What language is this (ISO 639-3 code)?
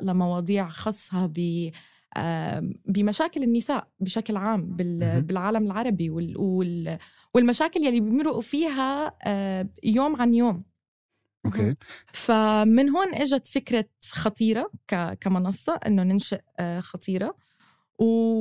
apc